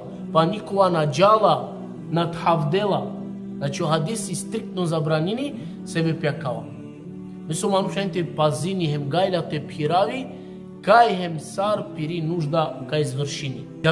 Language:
Balkan Romani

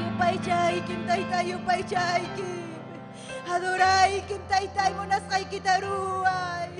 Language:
Ayacucho Quechua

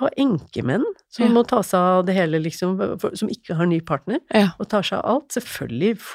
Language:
Norwegian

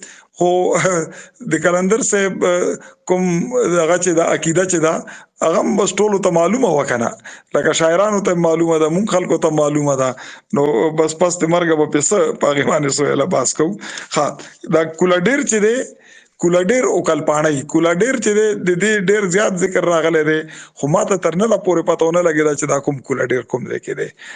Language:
Pashto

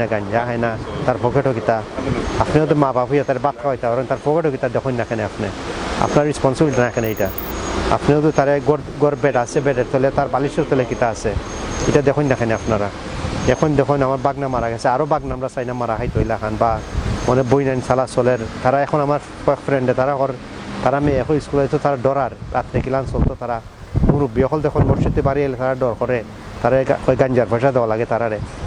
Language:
Sylheti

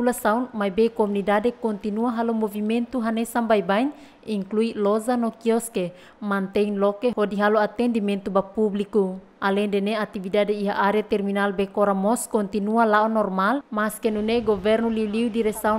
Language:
Tetum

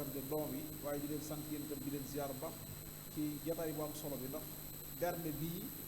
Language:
Wolof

